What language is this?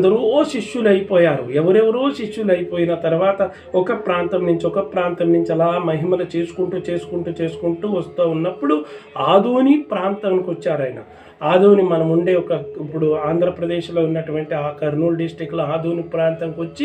Telugu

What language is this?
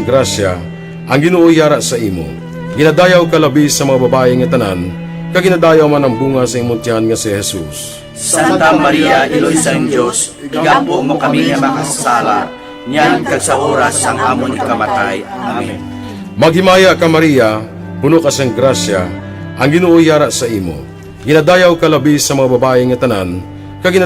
Hiligaynon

